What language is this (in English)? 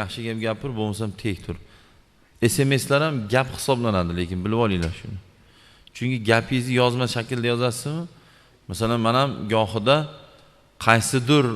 Uzbek